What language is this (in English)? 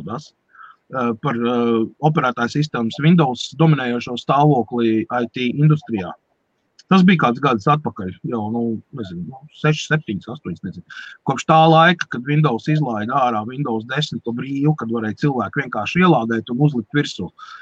Latvian